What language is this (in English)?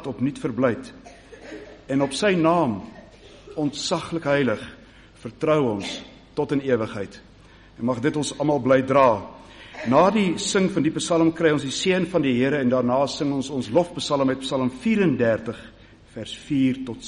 Afrikaans